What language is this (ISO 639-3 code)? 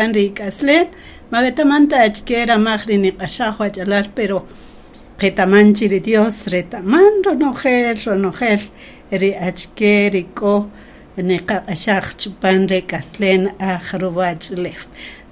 cak